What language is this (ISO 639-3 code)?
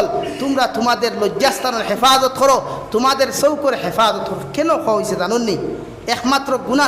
syl